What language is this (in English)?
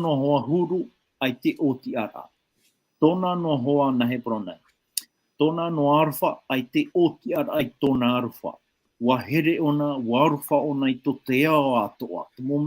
Tahitian